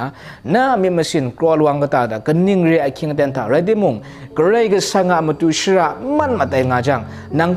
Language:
Kachin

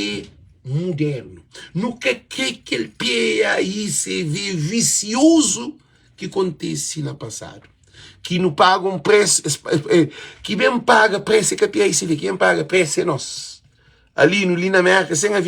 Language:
Kabuverdianu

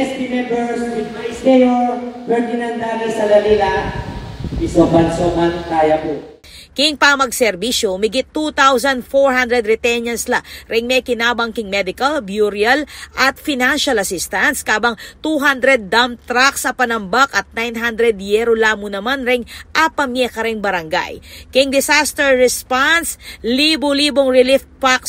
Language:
Pampanga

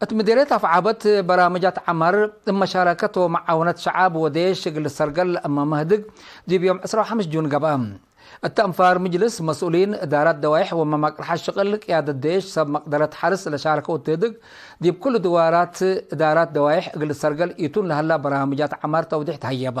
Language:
Tigre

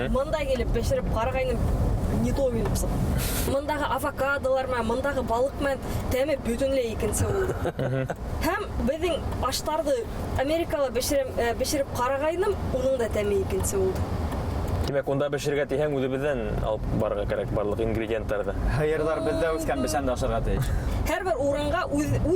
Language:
Bashkir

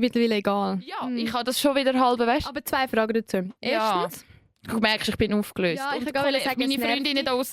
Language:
Swiss German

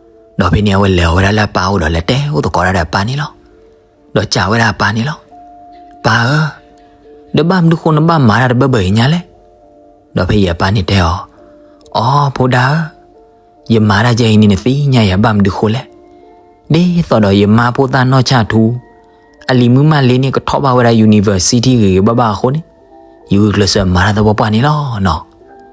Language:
S'gaw Karen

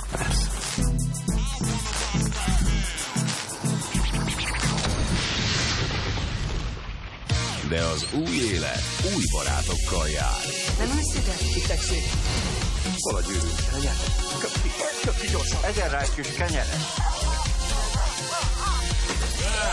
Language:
Hungarian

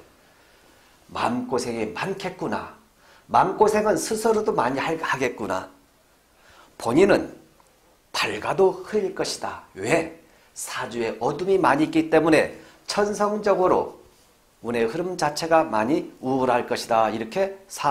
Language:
Korean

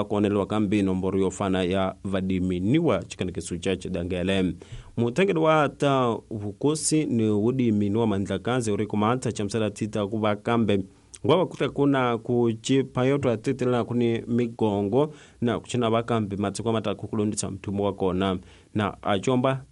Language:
Tsonga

